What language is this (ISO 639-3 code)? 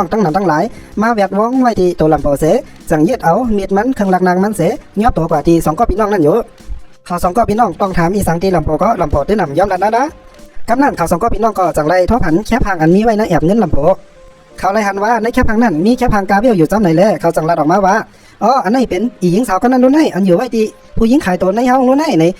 shn